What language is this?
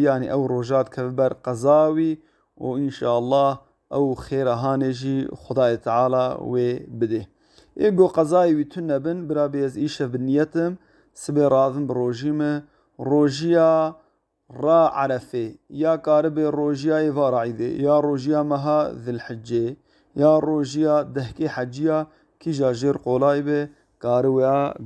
Kurdish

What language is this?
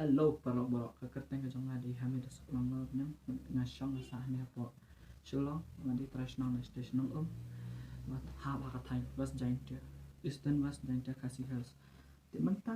Khasi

